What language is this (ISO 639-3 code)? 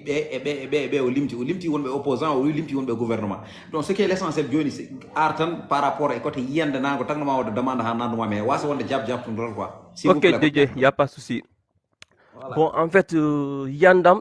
ful